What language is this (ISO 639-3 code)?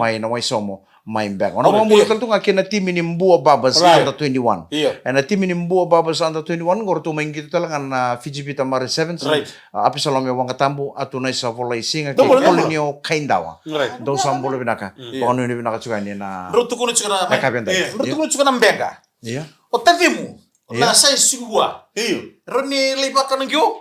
fij